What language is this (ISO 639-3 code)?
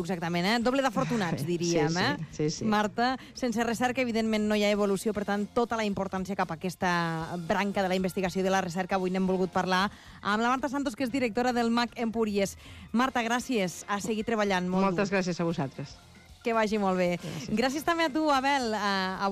cat